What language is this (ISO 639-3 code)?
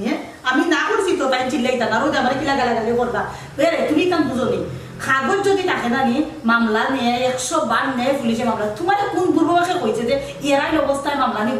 syl